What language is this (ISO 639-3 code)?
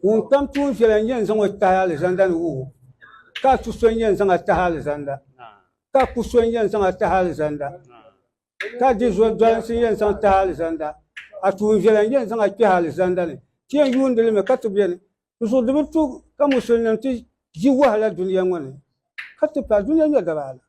dag